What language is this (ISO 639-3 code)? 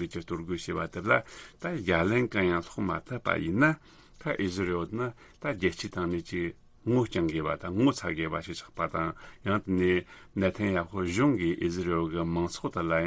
bod